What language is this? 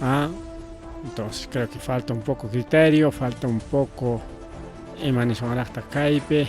Ayacucho Quechua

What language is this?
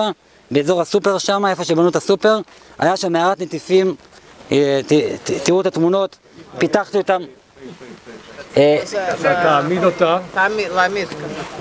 Hebrew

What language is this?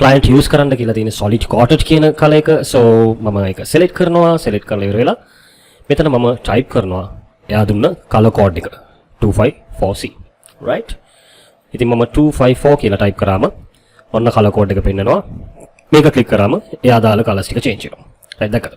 Sinhala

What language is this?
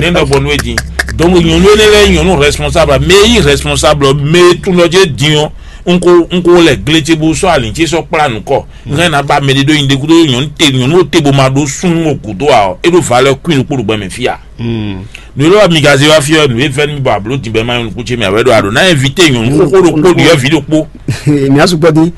Fon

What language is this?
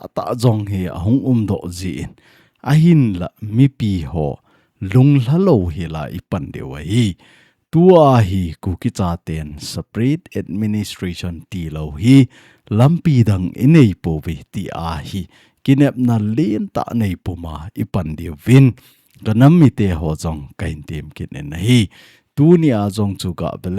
Thado Chin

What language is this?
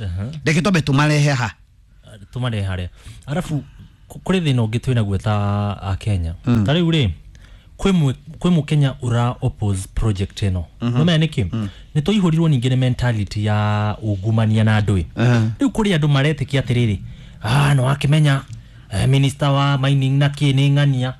Kikuyu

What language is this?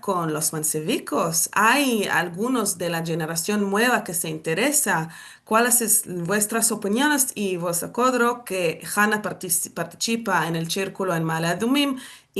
Ladino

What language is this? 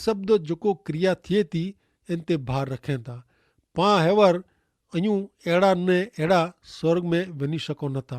Kachhi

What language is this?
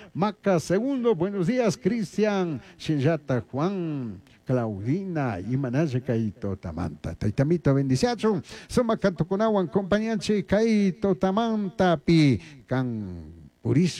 Chimborazo Highland Quichua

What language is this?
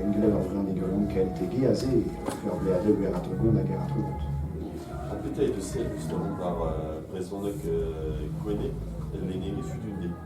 Breton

